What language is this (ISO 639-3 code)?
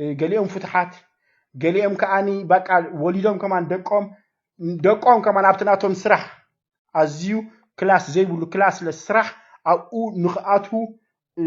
tir